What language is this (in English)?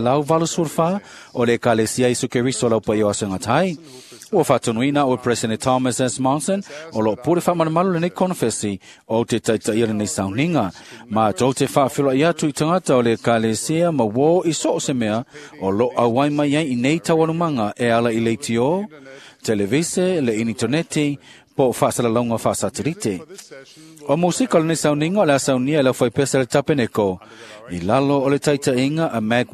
Samoan